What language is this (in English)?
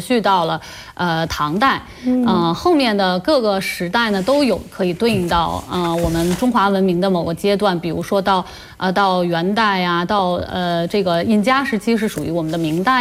Chinese